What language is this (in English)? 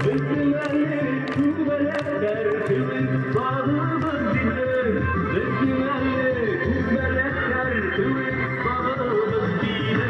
Bashkir